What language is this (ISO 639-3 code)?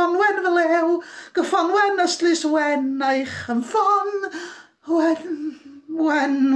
cym